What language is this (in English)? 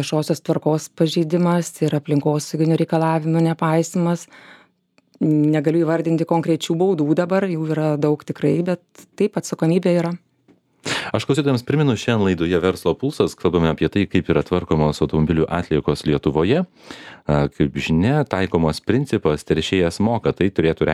Lithuanian